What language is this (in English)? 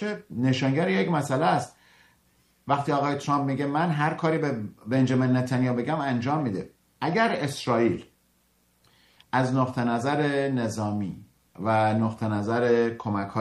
Persian